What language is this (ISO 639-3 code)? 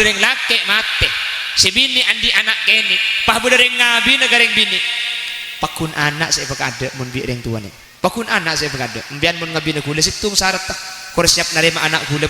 mad